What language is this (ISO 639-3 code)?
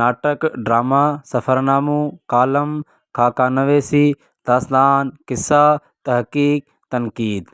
snd